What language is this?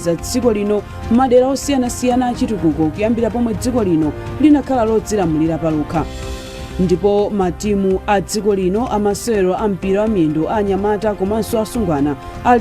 Nyanja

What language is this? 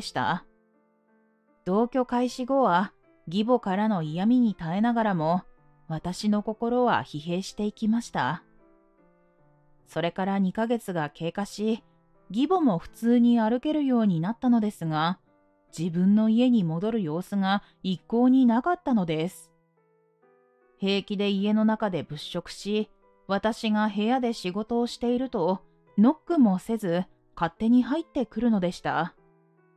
Japanese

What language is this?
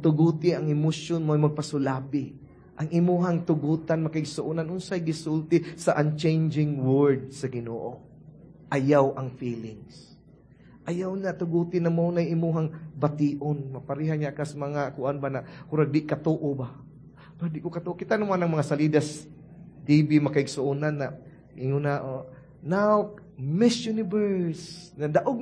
Cebuano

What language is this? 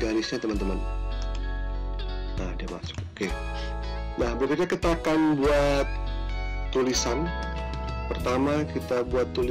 Indonesian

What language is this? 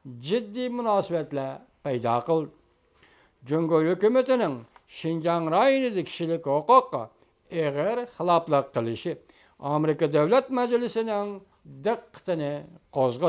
Uyghur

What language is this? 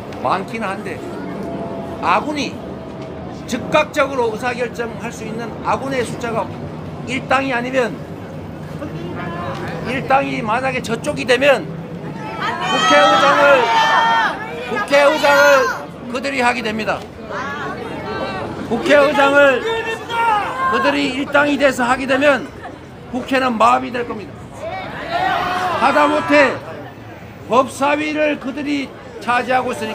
Korean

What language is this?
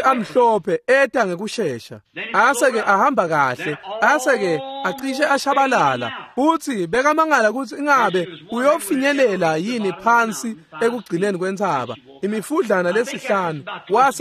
Swati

